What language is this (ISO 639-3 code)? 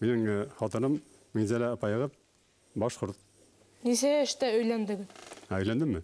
bak